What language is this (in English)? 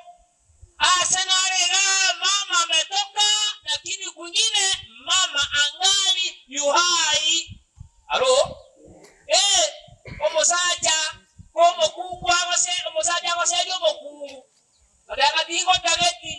Gusii